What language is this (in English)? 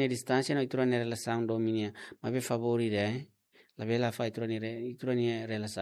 Tetum